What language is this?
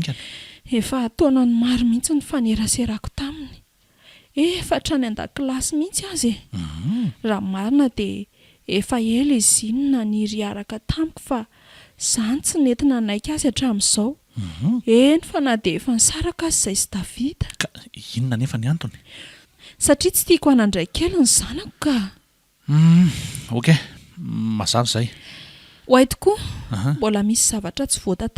Malagasy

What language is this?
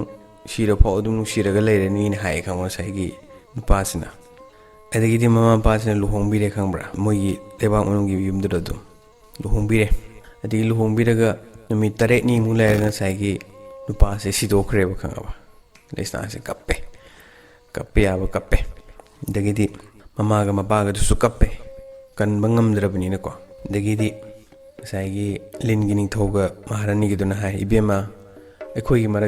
Manipuri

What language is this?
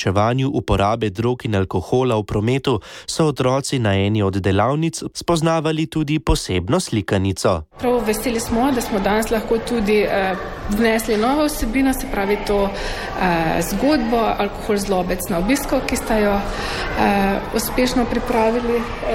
Slovenian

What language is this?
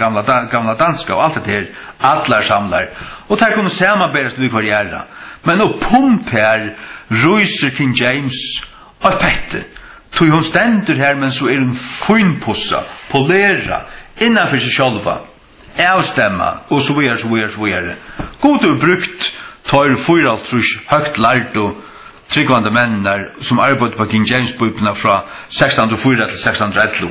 Faroese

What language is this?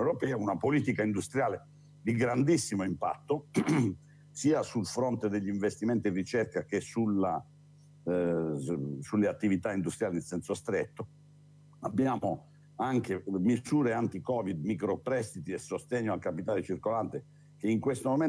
Italian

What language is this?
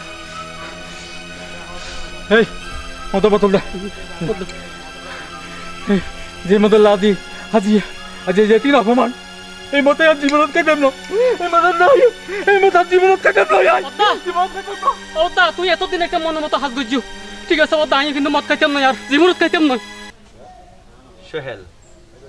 Bangla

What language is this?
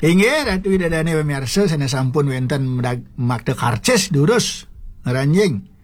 Balinese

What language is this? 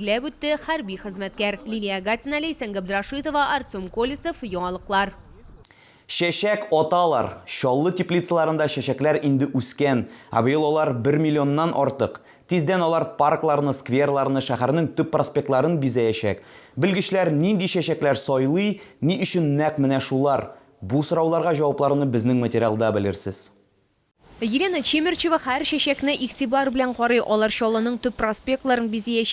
Tatar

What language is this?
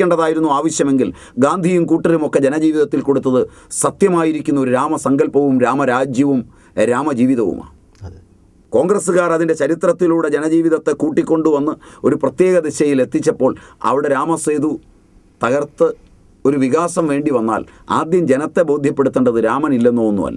Malayalam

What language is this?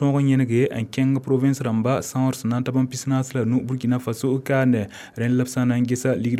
Mossi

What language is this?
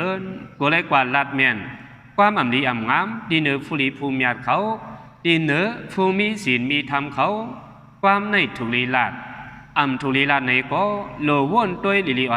Shan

